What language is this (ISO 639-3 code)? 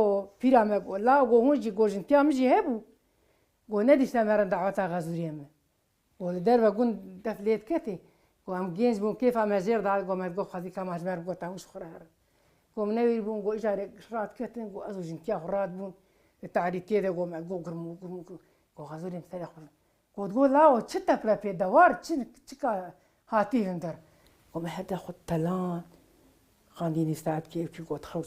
kur